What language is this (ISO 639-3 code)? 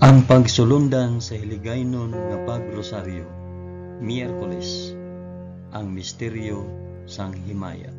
hil